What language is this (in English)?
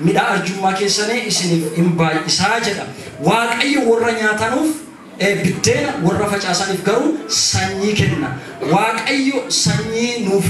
Oromo